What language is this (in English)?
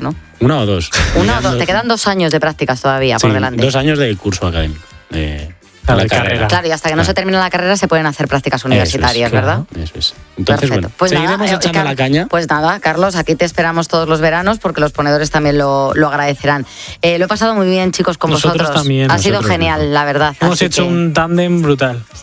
Spanish